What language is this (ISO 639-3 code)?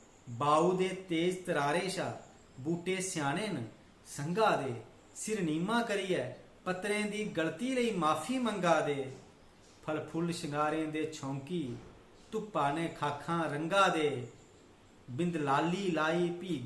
doi